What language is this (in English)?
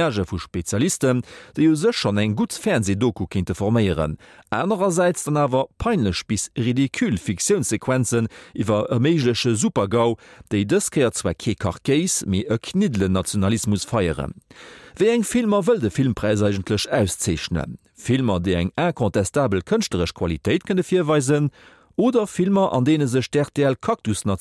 Luxembourgish